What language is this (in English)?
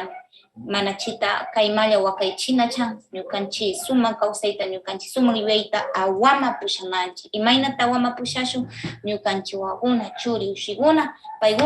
Northern Pastaza Quichua